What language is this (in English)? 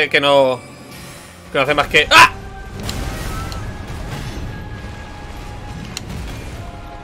Spanish